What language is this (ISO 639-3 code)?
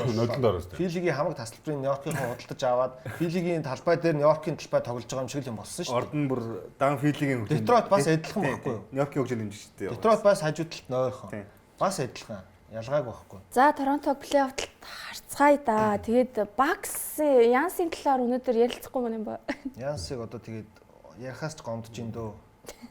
mon